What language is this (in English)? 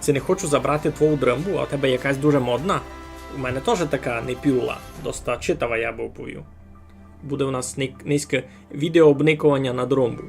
Rusyn